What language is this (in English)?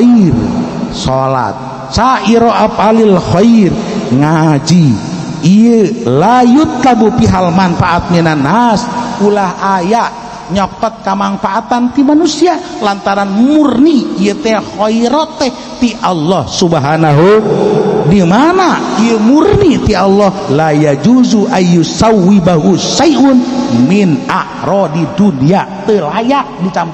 Sundanese